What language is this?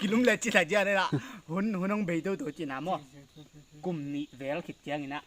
Tedim Chin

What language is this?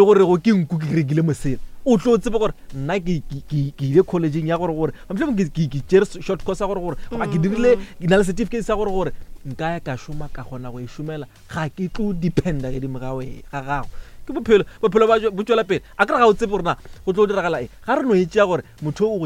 Northern Sotho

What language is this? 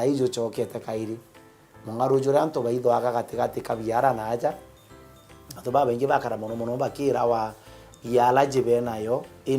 Meru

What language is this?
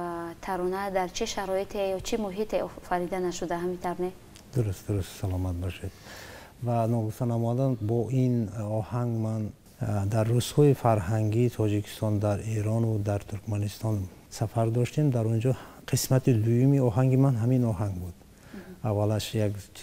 Tajik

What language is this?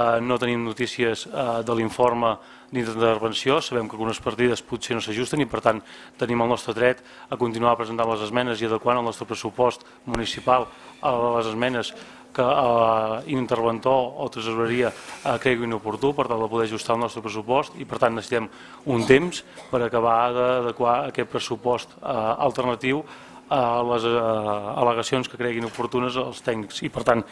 Catalan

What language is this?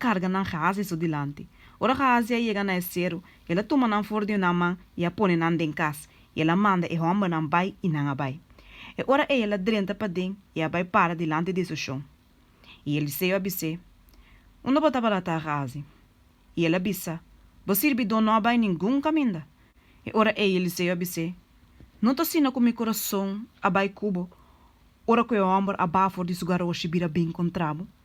Papiamento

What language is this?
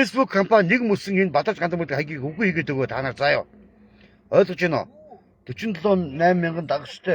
Mongolian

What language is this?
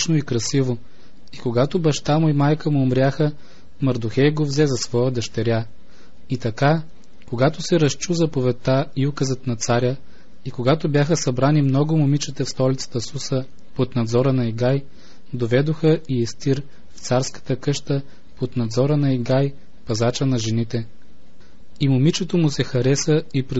Bulgarian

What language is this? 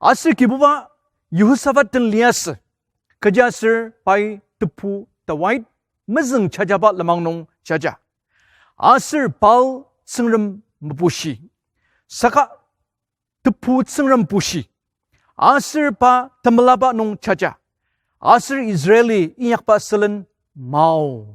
Ao Naga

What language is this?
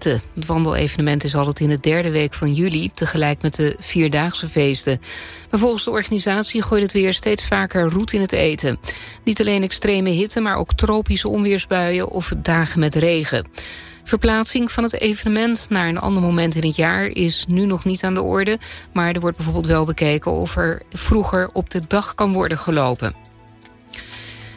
Dutch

